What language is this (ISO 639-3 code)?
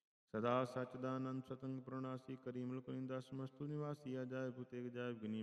pan